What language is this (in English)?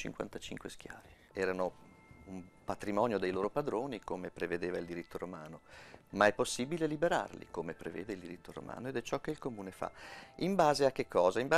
Italian